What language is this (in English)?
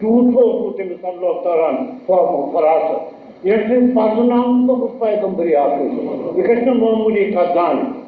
Kashmiri